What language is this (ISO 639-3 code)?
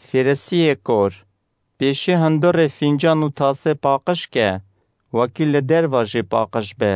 kur